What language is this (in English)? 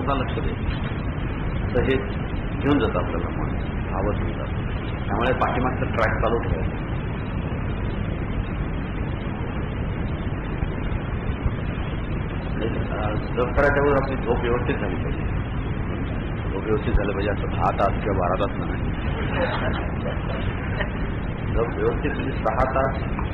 Marathi